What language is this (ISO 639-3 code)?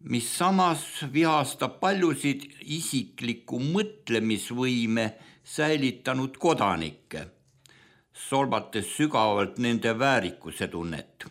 est